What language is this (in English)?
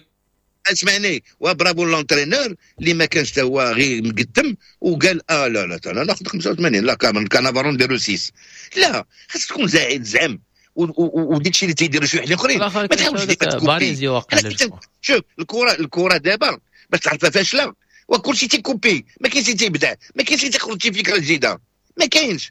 Moroccan Arabic